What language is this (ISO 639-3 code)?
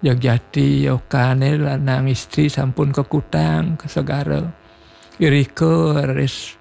ban